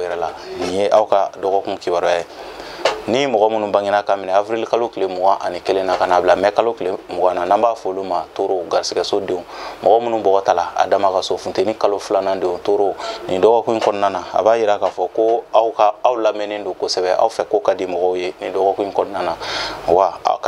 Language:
Bambara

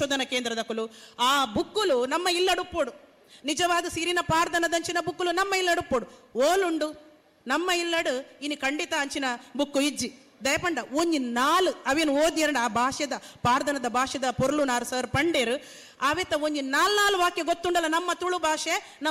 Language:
Tulu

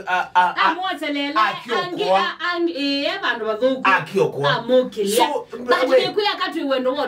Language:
Kamba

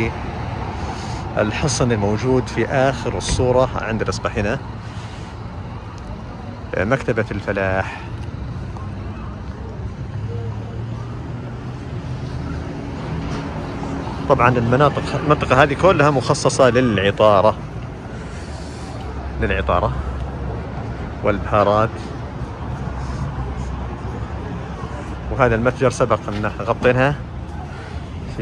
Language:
Arabic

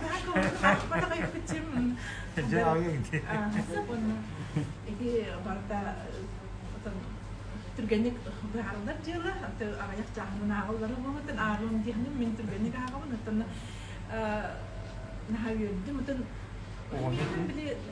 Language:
Yakut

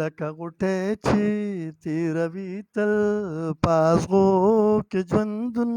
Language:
Pashto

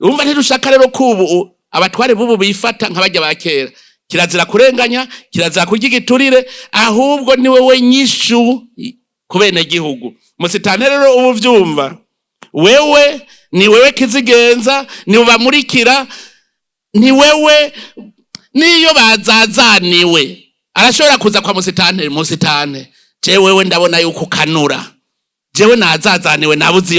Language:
Rundi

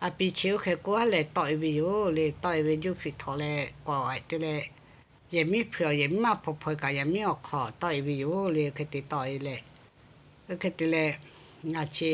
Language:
Lahu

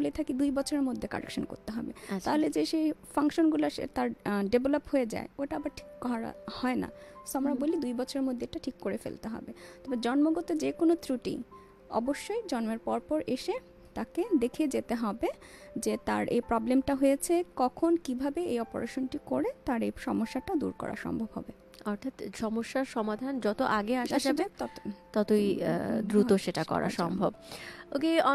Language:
Bangla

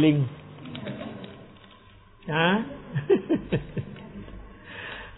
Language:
Thai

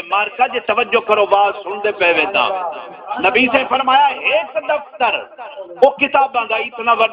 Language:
Saraiki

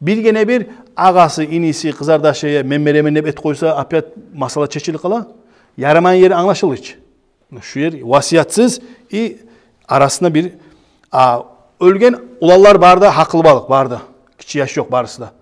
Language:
Kumyk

